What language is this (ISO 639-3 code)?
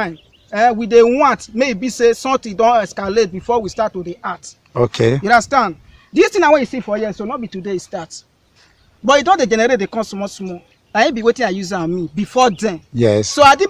pcm